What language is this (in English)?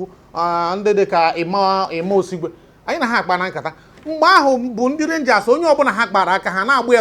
Igbo